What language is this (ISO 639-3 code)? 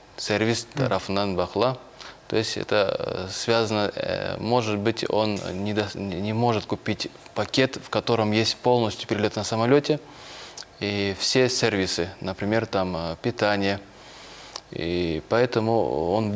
crh